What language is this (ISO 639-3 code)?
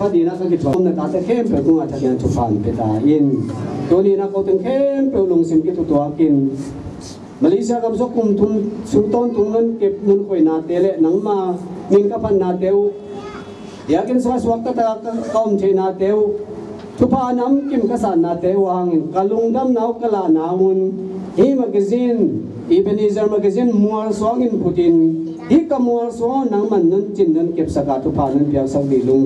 ctd